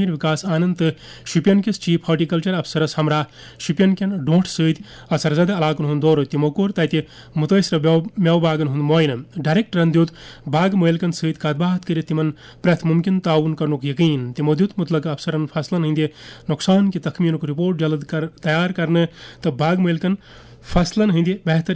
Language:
Kashmiri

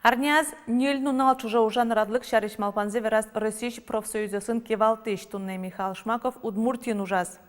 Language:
Udmurt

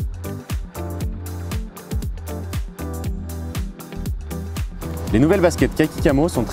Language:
French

